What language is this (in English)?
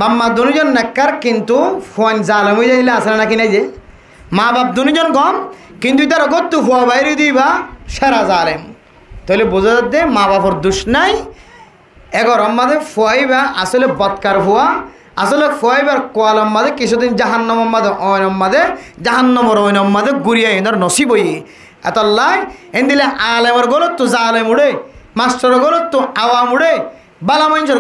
Rohingya